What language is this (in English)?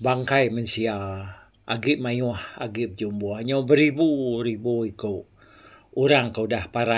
Iban